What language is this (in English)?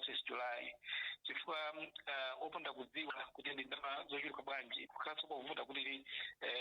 Nyanja